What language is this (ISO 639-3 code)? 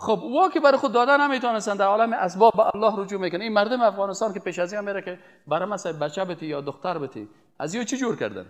fas